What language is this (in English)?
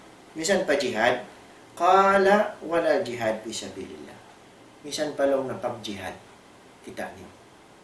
Tausug